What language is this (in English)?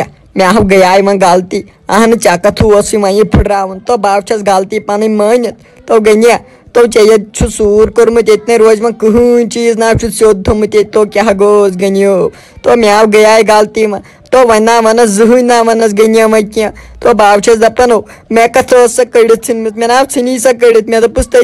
Kashmiri